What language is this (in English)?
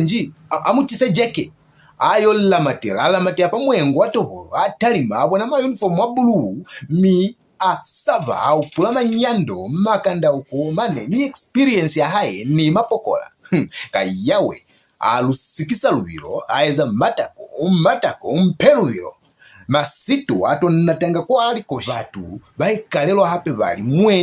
Lozi